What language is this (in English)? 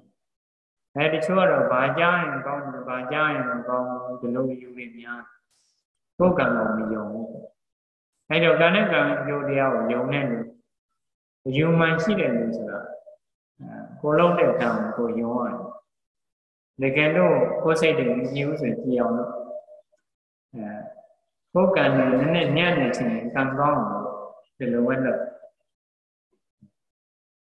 Burmese